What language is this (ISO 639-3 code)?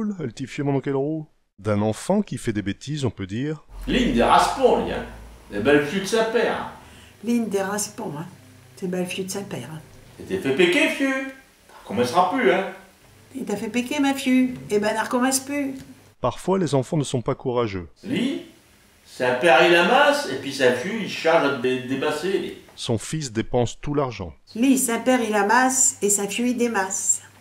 pcd